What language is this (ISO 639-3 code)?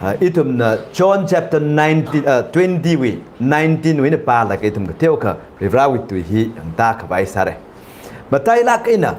nmf